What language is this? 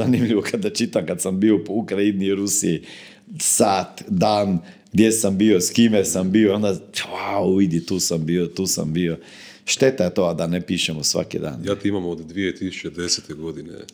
Croatian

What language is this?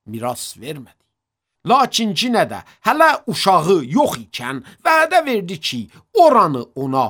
Azerbaijani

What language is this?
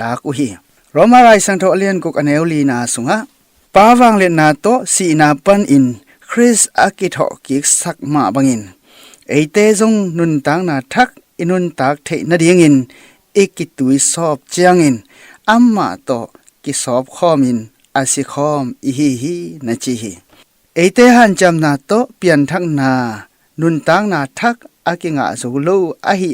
Tedim Chin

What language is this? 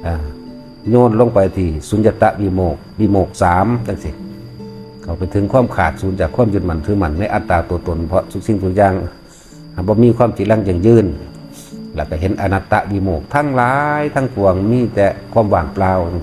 Northeastern Thai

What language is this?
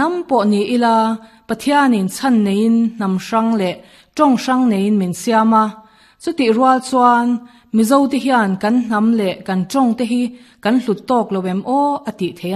Mizo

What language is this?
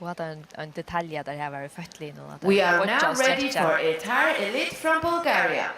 Faroese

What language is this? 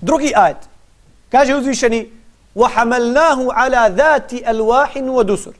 Bosnian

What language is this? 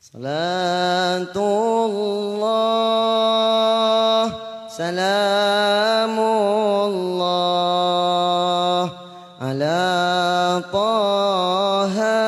Madurese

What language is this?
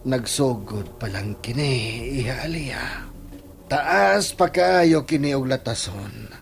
Cebuano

